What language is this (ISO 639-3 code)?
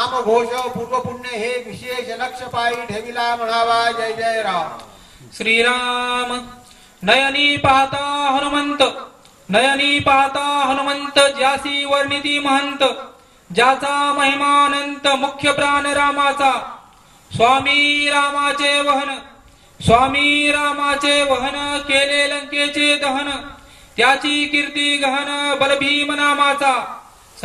mar